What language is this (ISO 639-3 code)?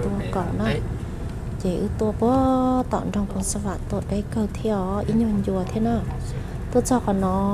hmn